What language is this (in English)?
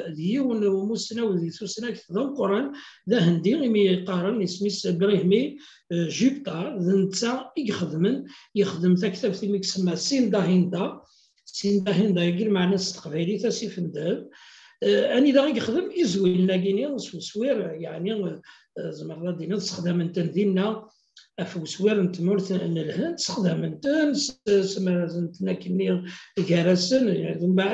Kabyle